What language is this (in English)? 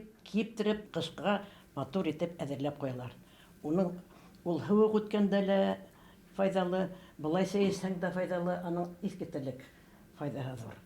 Bashkir